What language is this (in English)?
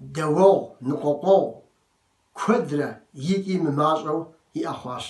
Kabardian